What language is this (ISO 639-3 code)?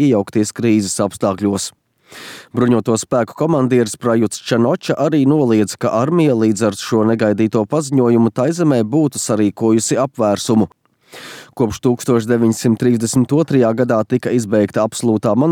lav